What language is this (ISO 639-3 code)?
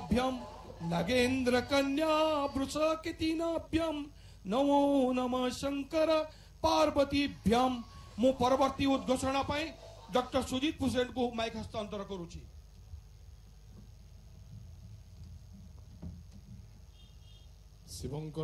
ori